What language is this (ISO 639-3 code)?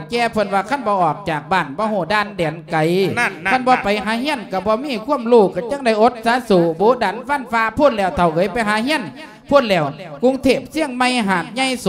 lao